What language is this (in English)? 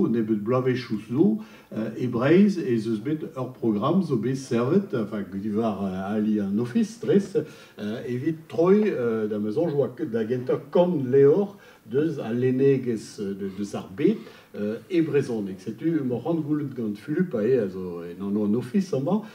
Breton